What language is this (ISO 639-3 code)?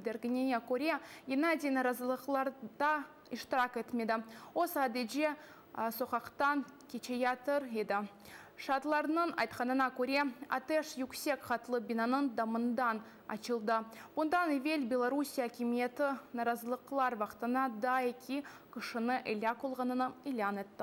crh